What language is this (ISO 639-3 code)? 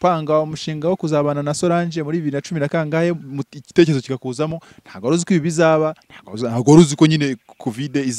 kin